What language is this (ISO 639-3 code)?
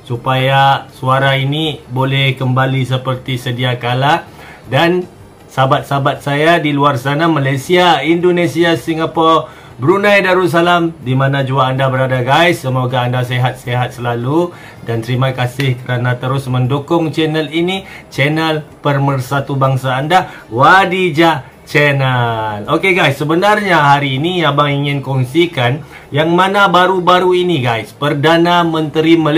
msa